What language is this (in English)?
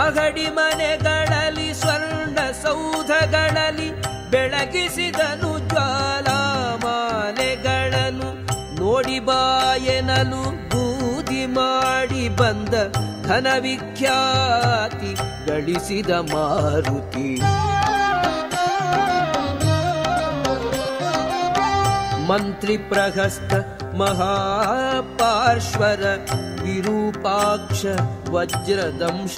Kannada